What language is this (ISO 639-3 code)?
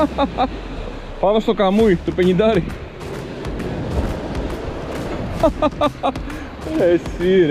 ell